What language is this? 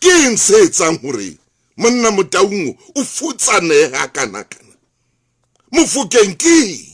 Southern Sotho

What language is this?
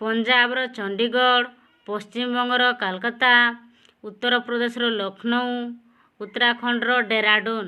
Odia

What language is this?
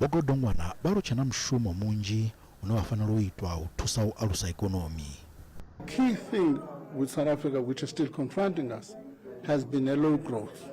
Venda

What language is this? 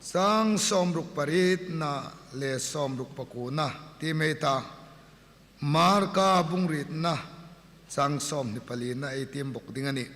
Hmar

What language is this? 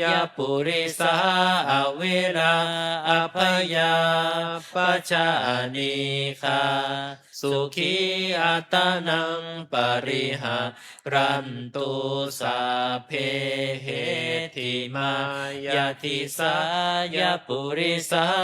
Pali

